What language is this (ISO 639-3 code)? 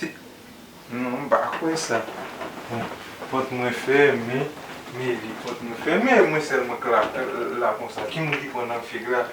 hat